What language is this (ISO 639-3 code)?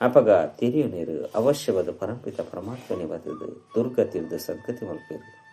tcy